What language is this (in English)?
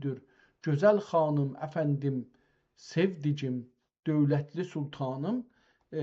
South Azerbaijani